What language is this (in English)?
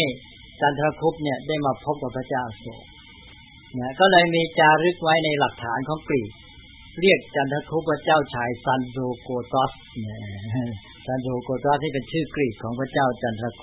Thai